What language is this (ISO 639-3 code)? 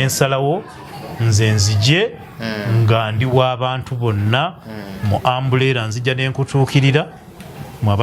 lug